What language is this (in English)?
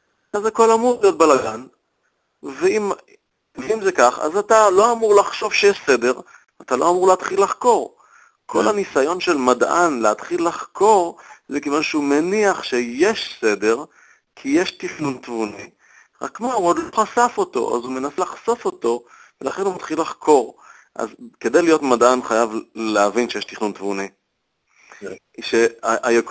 Hebrew